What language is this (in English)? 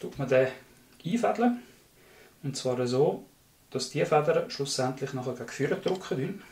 Swiss German